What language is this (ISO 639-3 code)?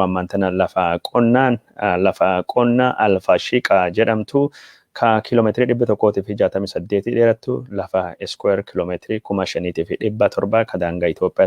orm